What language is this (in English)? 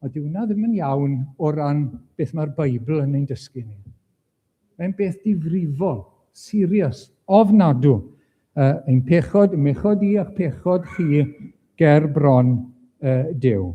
Welsh